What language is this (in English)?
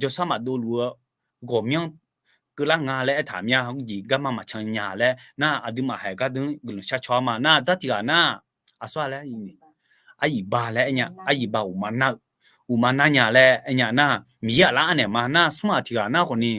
Akha